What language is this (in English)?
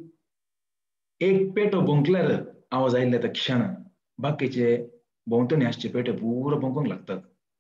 Konkani